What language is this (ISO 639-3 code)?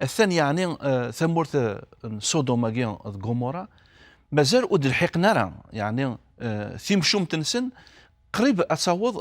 kab